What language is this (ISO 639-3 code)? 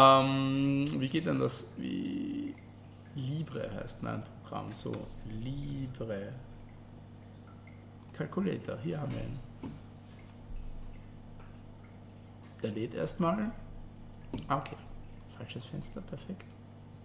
deu